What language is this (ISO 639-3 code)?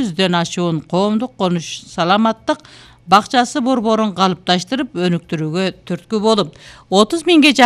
kir